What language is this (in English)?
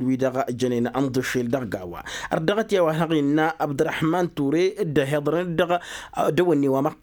Tamasheq